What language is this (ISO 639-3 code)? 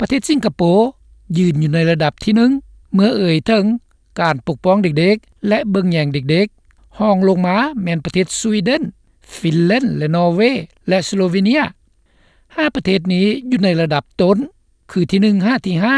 lao